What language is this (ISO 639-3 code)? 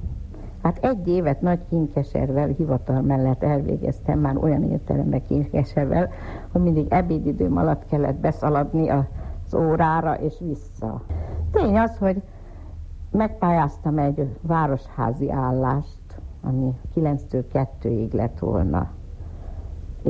hun